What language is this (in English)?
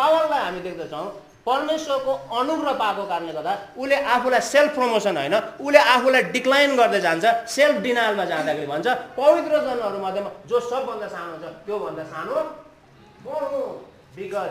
Nepali